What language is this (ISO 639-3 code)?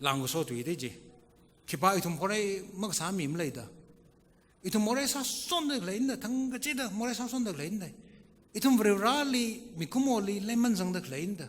nmf